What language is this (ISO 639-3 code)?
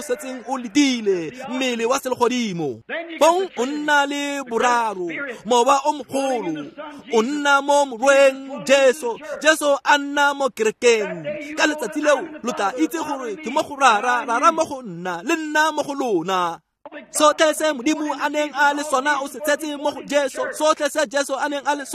tsn